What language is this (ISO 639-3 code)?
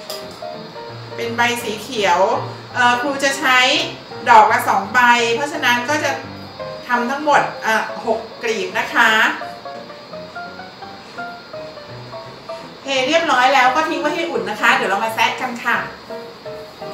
tha